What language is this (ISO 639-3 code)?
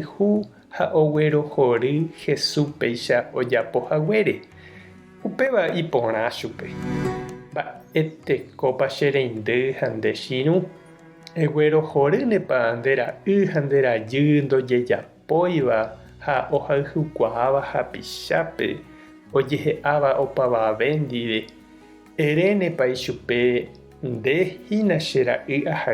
grn